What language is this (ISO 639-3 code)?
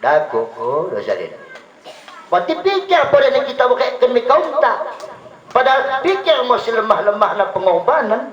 btd